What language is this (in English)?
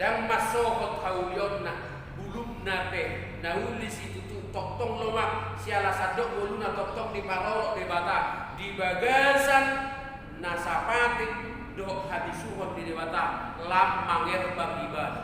Batak Toba